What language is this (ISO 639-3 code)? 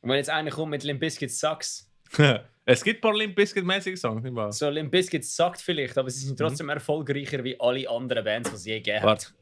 gsw